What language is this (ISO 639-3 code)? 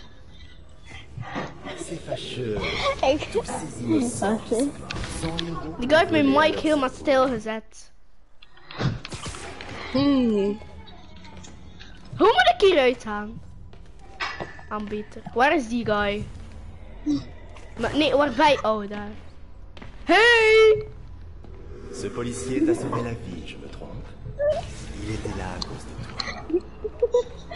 nld